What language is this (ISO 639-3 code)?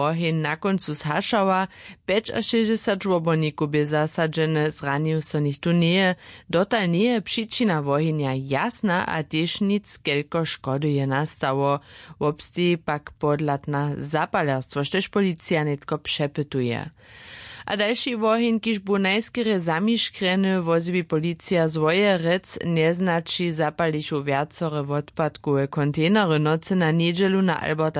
hsb